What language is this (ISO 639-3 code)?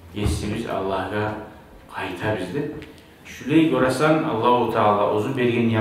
kum